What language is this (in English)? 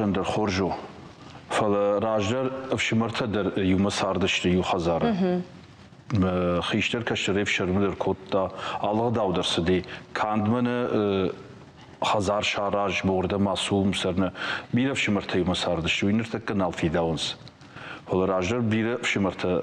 Ossetic